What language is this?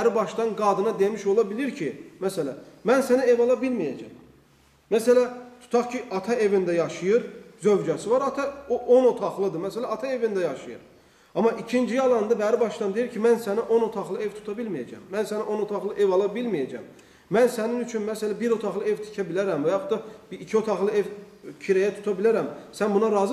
Azerbaijani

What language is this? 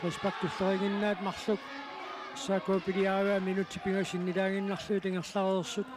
Kalaallisut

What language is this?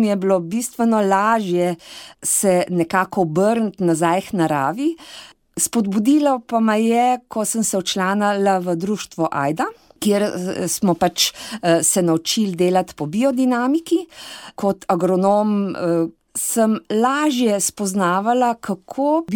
Slovenian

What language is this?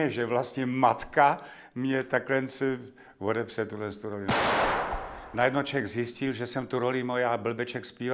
Czech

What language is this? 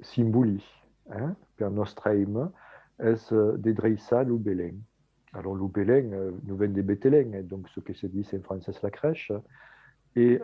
Occitan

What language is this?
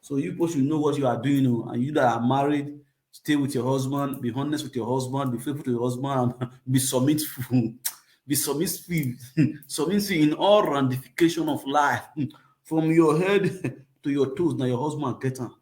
Nigerian Pidgin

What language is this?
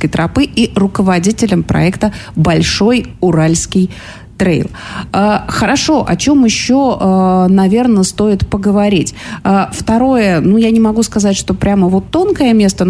Russian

